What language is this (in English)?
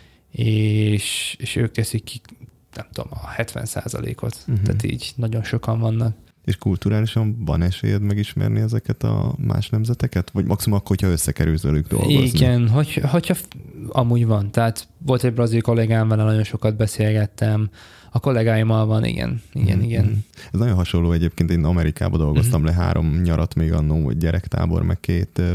Hungarian